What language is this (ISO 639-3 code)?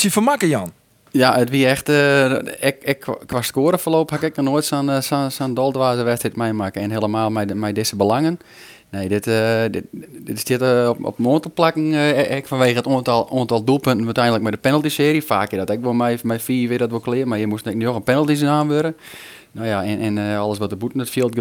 fry